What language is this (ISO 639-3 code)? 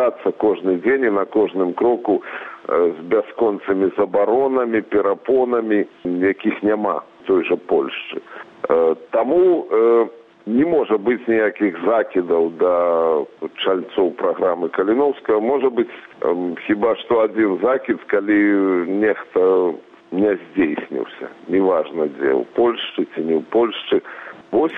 bel